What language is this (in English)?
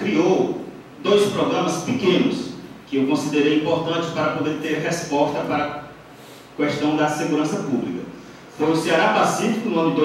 Portuguese